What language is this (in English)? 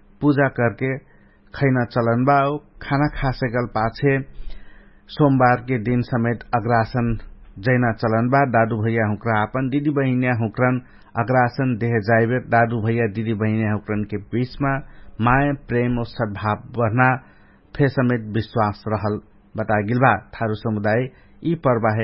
Dangaura Tharu